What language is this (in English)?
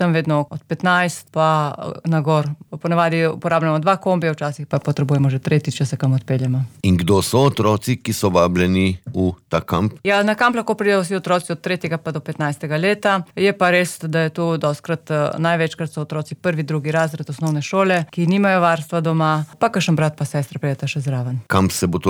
Slovenian